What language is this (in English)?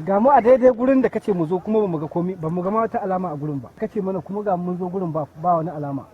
Hausa